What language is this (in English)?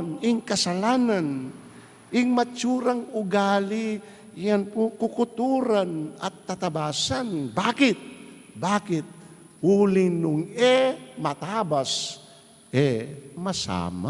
Pampanga